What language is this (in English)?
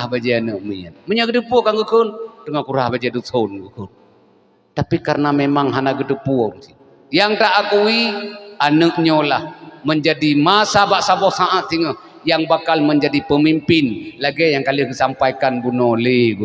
Achinese